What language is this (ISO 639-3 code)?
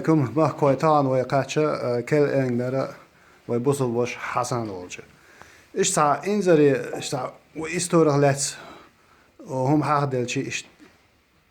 che